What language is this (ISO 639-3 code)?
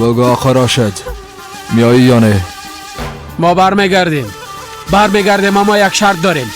fas